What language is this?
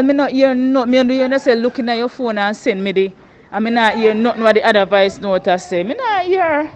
Jamaican Creole English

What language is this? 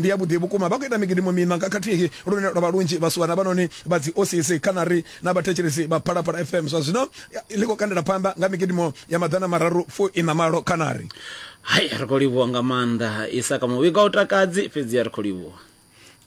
Venda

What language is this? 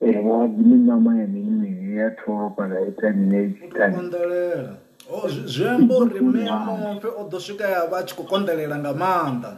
Venda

